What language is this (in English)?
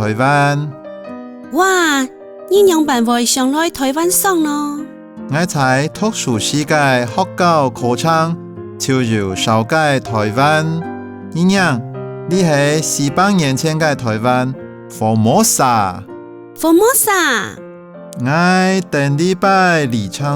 Hakka Chinese